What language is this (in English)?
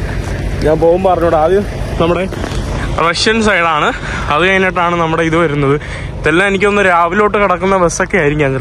Malayalam